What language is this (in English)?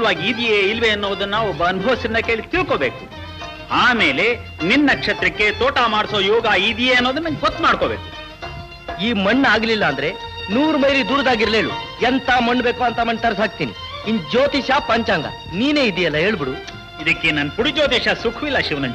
Kannada